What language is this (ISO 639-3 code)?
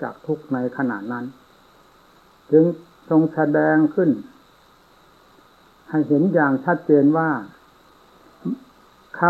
tha